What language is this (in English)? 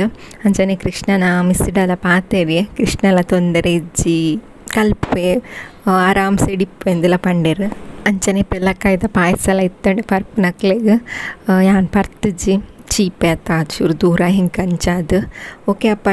Tulu